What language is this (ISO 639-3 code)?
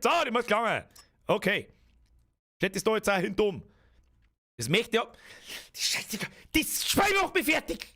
bar